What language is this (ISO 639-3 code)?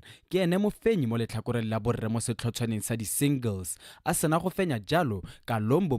tsn